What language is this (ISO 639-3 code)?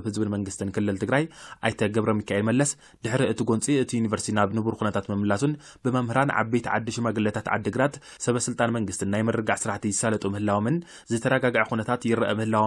tir